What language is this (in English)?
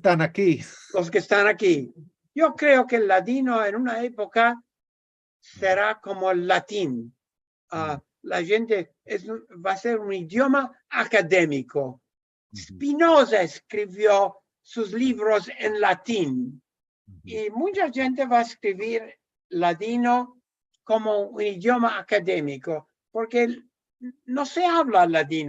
Ladino